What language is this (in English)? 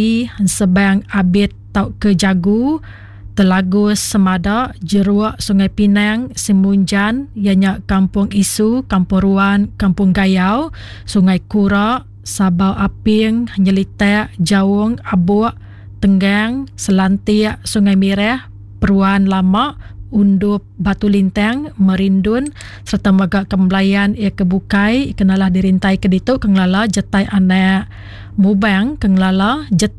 Iban